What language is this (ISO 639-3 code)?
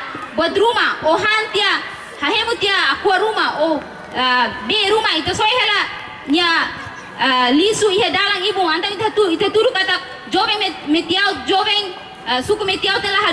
tet